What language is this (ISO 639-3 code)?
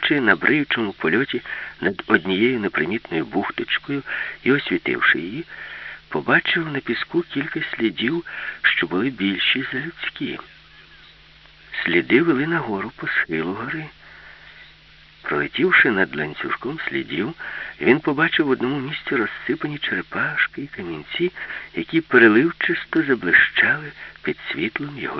ukr